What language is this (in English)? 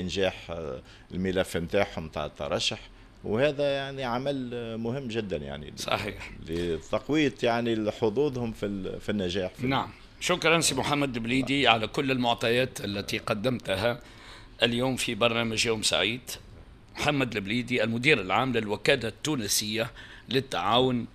Tunisian Arabic